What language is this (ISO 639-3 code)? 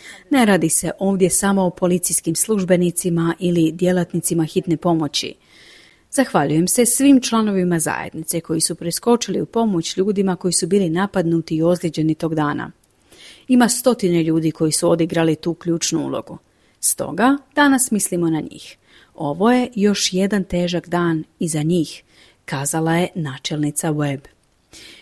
hrv